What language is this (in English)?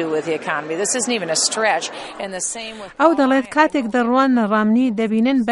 Central Kurdish